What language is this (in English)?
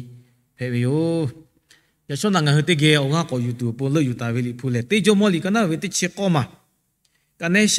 Lahu